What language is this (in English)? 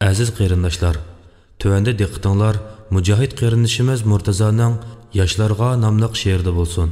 Uyghur